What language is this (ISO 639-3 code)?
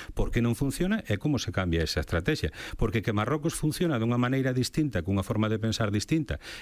glg